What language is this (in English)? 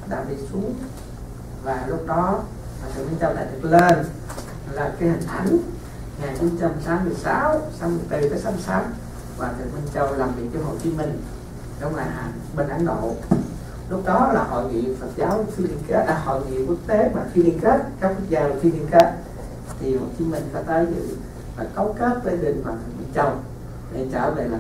Vietnamese